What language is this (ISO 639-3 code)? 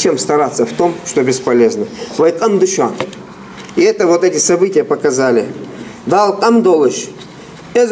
inh